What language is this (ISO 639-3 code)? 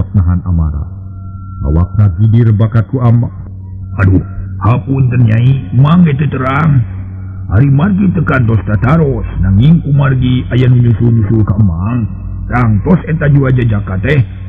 sun